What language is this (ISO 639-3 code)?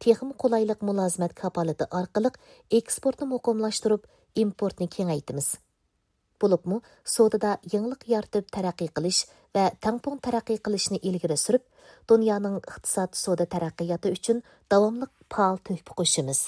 uig